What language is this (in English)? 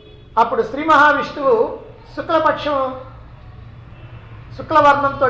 Telugu